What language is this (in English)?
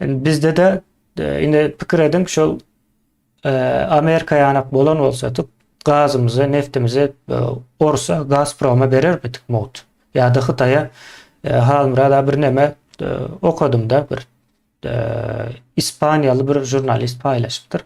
Turkmen